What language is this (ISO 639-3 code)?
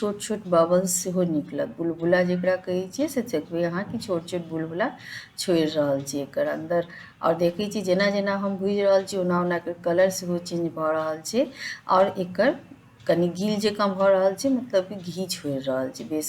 mai